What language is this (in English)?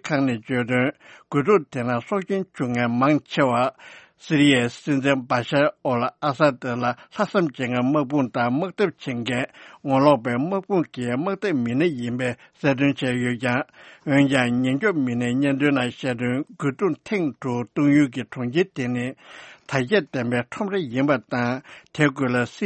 Tibetan